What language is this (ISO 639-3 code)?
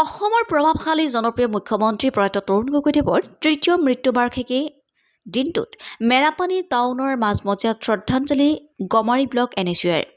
asm